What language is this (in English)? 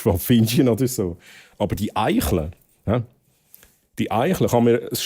Swiss German